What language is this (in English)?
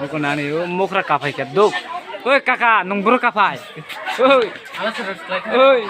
Kok Borok